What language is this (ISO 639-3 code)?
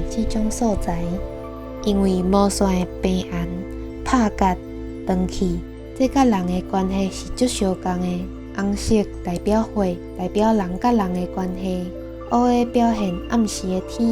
nan